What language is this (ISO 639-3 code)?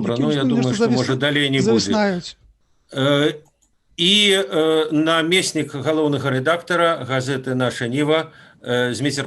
bel